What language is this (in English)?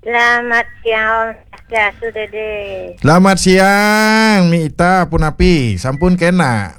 Balinese